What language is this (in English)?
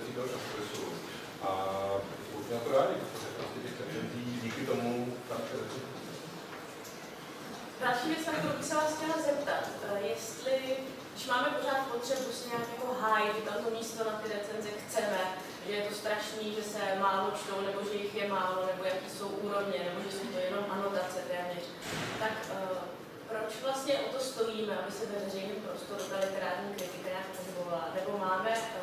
Czech